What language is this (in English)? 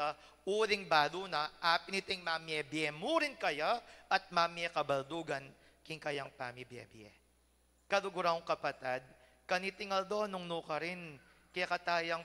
Pampanga